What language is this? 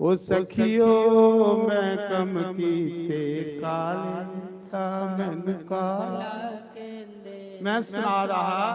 Dogri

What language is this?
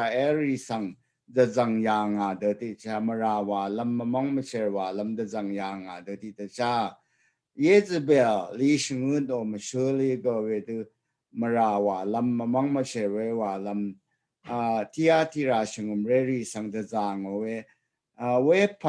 Rawang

